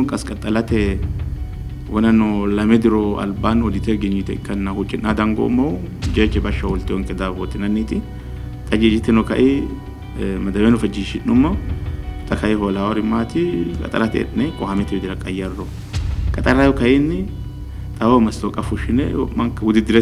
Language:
Sidamo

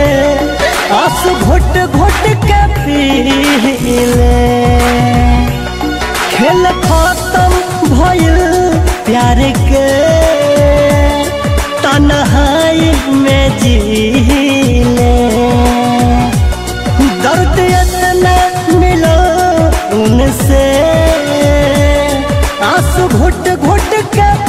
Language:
Bhojpuri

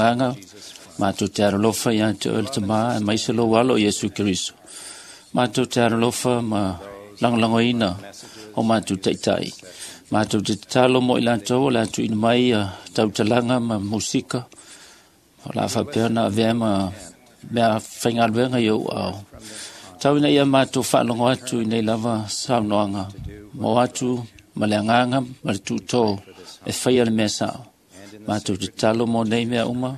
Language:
Samoan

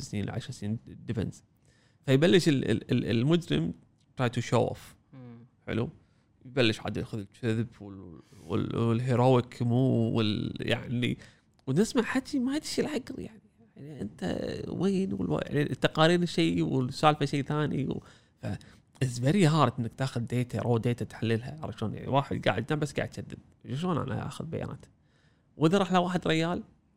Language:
Gulf Arabic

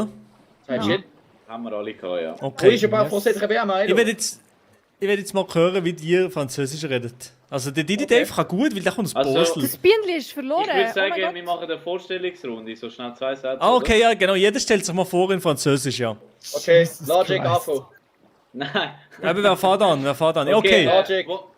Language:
Swiss German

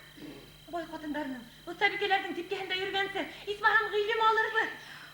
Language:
Bashkir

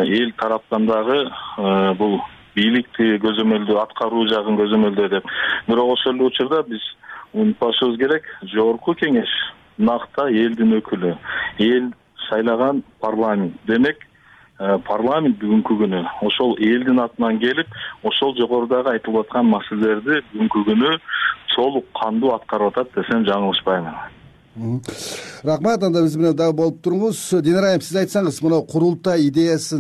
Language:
Kyrgyz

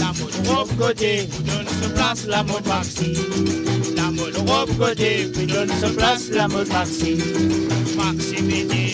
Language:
Morisyen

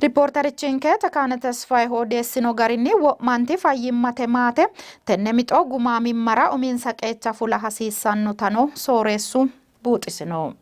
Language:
Sidamo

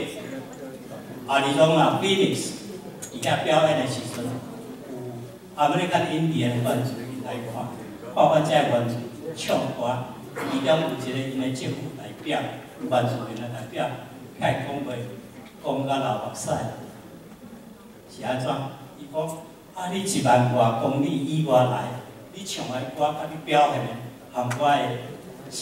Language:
Min Nan Chinese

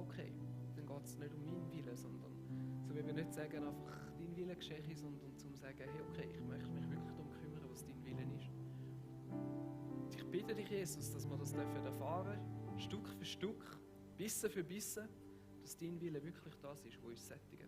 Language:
Swiss German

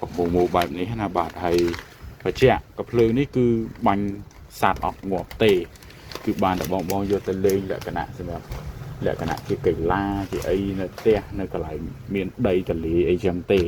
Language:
Khmer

